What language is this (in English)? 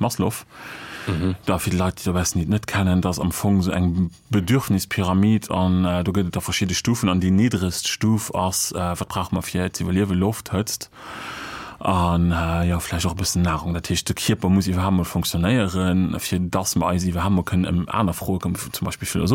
Luxembourgish